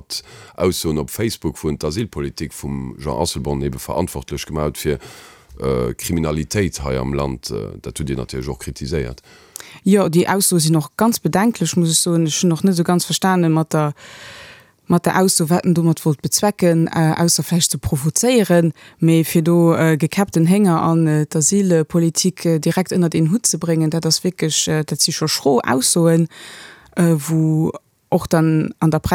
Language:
Luxembourgish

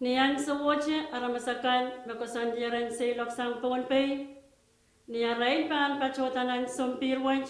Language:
Pohnpeian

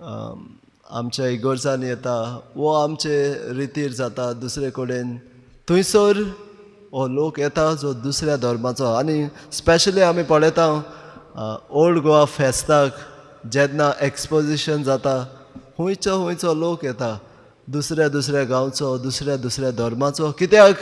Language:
Konkani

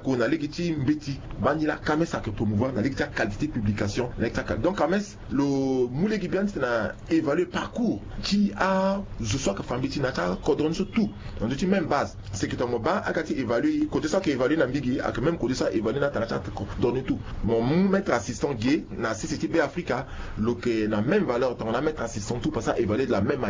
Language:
Sango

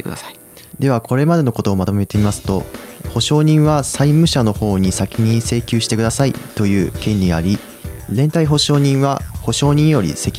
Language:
Japanese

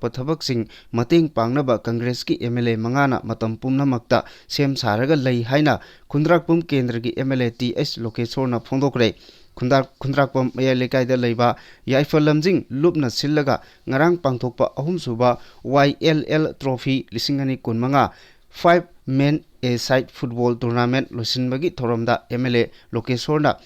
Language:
Manipuri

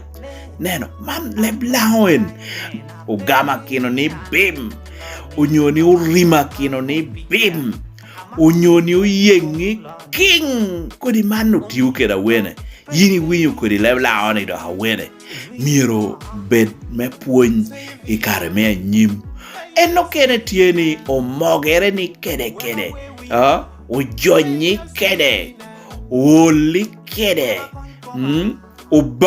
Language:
Lango (Uganda)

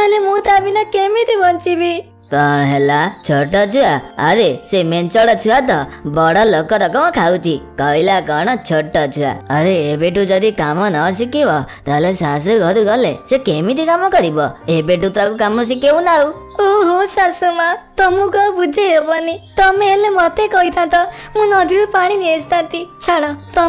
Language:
Odia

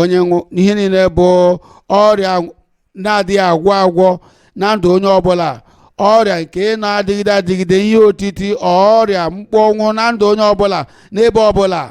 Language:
Igbo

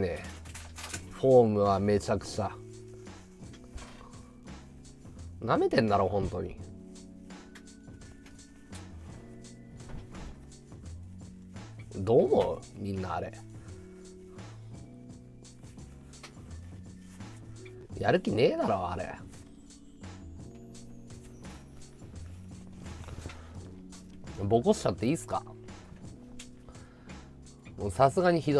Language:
Japanese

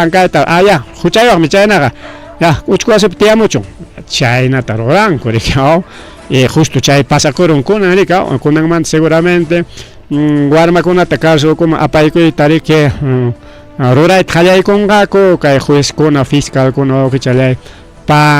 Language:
Ayacucho Quechua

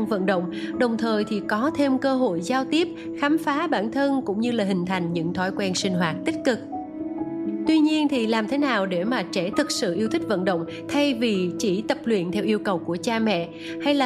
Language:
Vietnamese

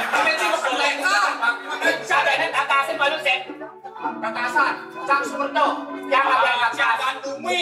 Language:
Balinese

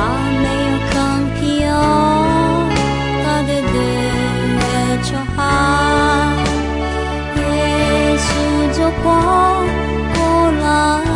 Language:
Akha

